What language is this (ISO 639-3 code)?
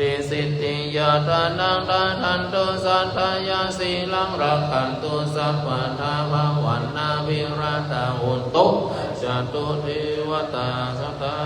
pli